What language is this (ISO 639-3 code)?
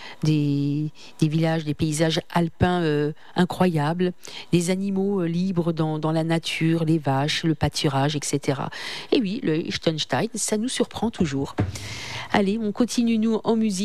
fra